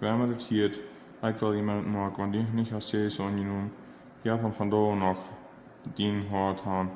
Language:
Plautdietsch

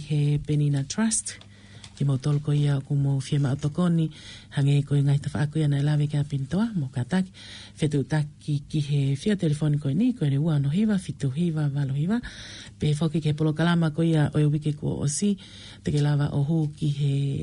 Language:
Tongan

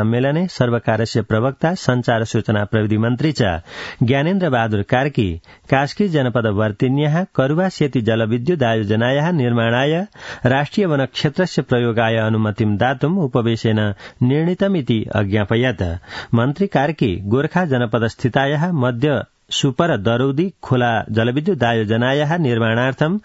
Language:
Sanskrit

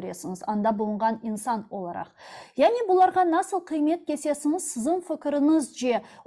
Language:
Crimean Tatar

